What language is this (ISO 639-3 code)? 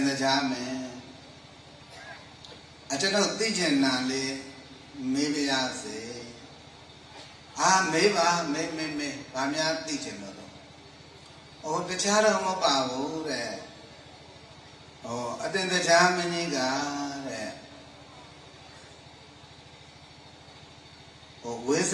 mya